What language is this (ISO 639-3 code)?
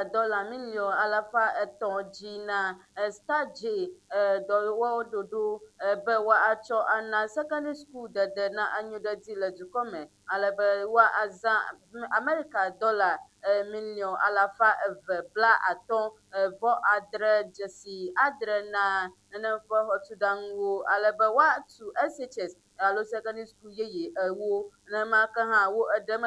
ewe